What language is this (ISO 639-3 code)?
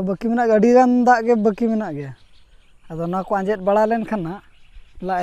sat